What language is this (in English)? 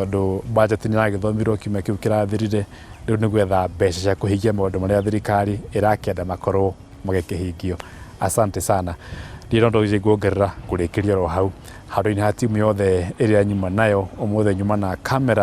Kikuyu